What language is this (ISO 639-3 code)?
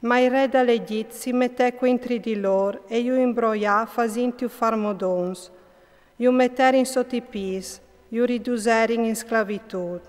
fur